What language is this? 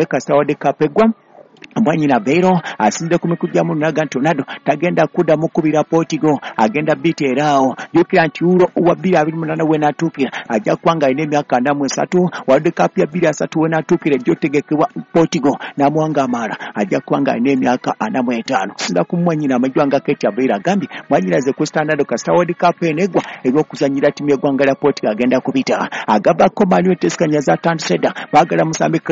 Ganda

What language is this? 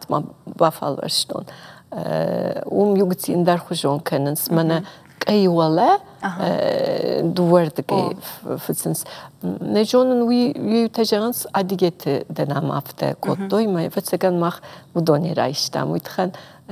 Ossetic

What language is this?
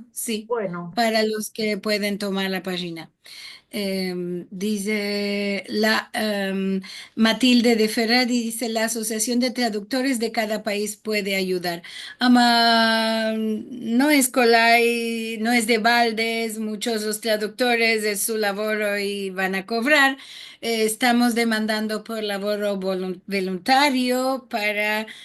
Ladino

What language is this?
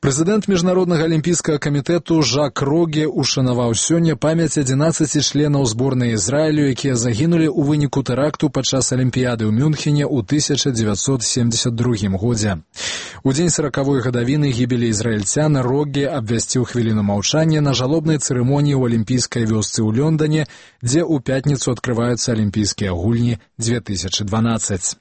Belarusian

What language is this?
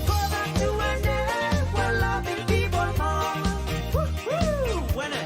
Pohnpeian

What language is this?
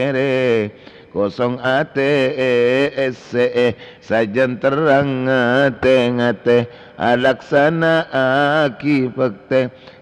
Madurese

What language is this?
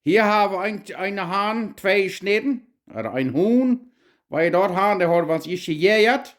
Plautdietsch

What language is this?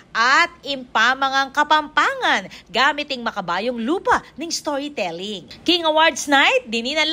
Pampanga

